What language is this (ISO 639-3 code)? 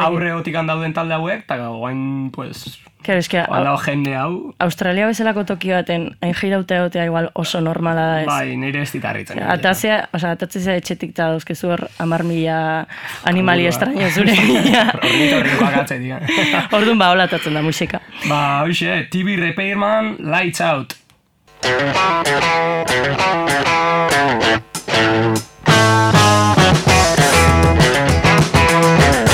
eus